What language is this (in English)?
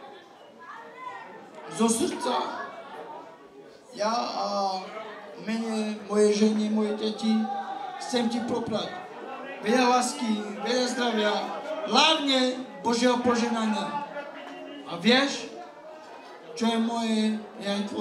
Slovak